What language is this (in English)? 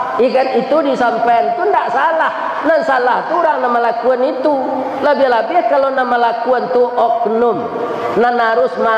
Minangkabau